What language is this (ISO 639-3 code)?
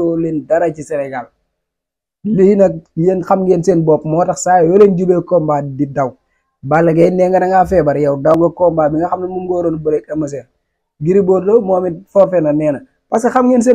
wol